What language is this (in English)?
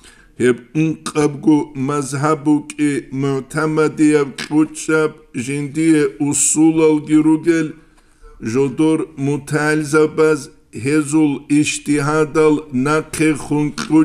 Avaric